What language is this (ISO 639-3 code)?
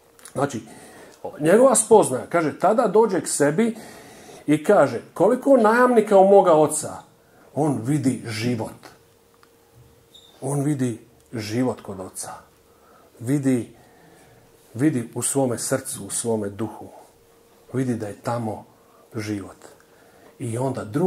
hrv